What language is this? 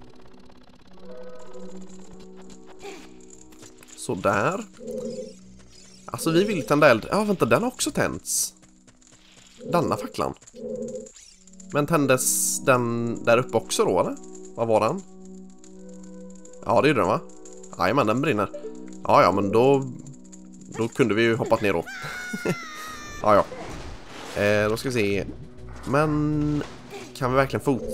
Swedish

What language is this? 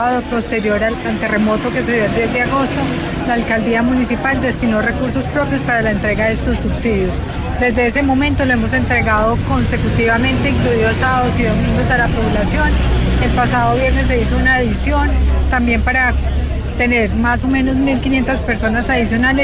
Spanish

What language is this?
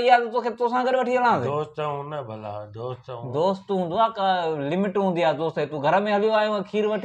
Sindhi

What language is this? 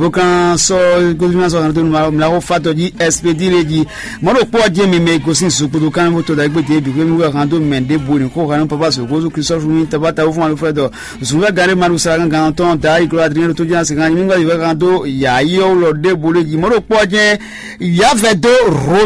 Fon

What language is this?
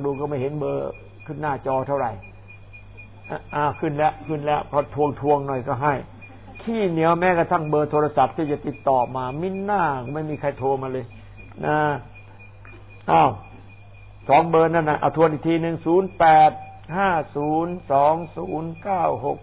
Thai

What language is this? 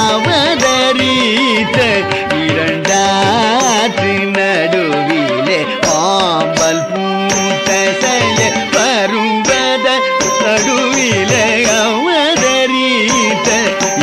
Tamil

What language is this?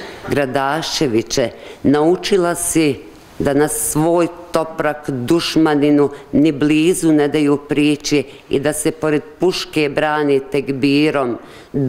Bosnian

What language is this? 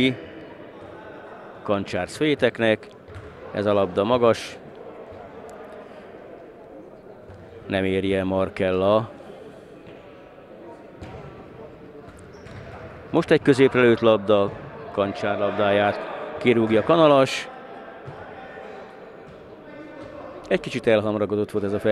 Hungarian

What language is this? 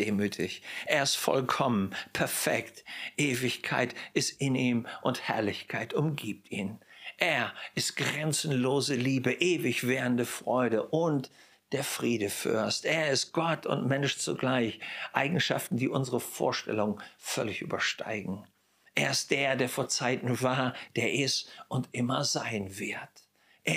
German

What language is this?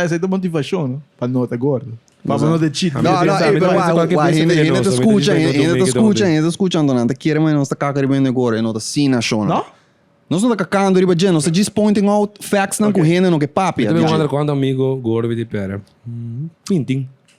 Papiamento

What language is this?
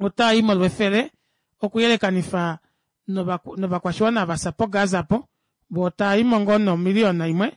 Kuanyama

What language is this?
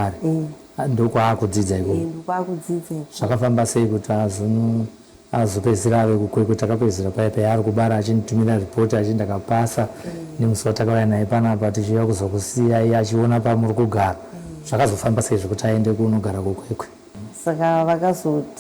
Shona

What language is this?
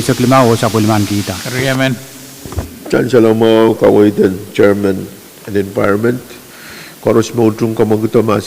Pohnpeian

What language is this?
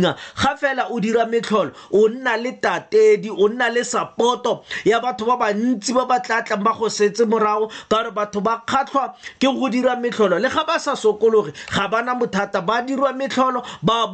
Tswana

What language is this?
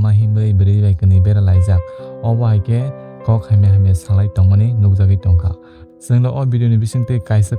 Kok Borok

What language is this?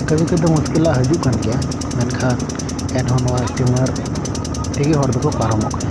Santali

